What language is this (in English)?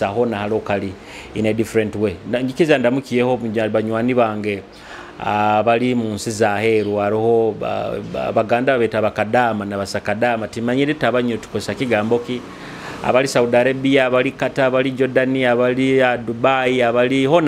Nyoro